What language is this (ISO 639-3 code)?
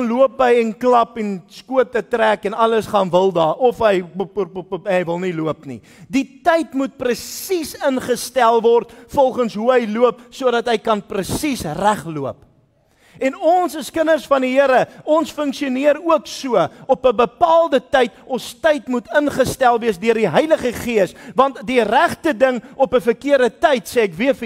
afr